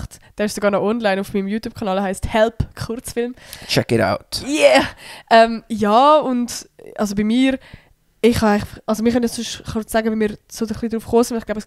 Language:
Swiss German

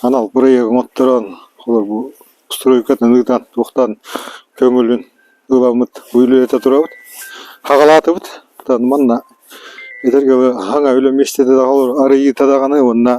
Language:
Yakut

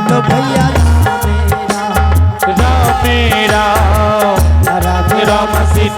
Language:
Angika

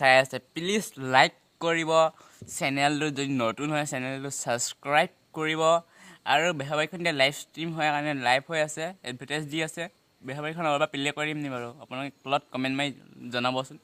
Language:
Assamese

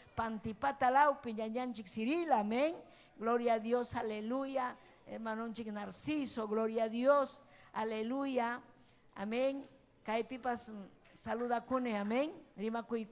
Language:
Ayacucho Quechua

